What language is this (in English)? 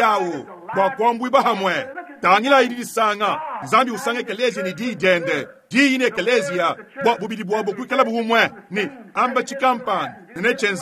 Luba-Lulua